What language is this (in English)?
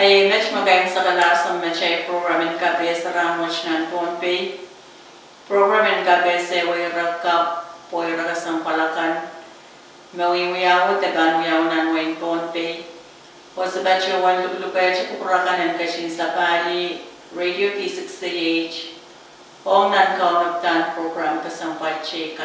Pohnpeian